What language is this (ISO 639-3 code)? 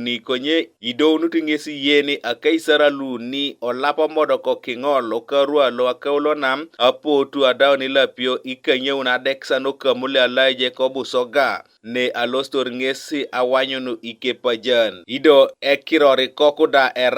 teo